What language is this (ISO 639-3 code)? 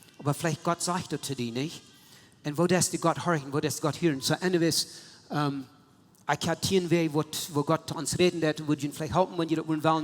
pdt